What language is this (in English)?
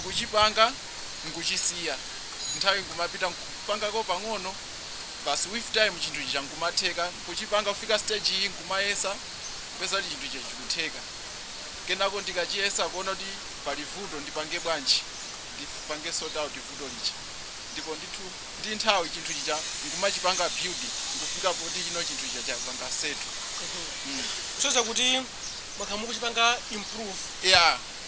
Nyanja